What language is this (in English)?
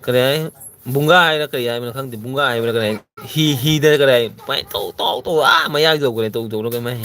Manipuri